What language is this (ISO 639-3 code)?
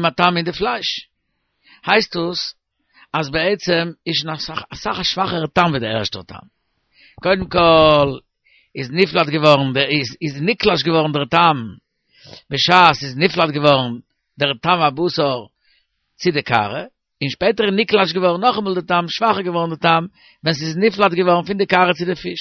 yid